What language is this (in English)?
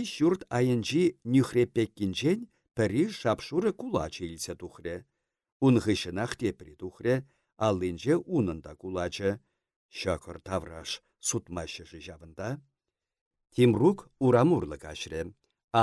Chuvash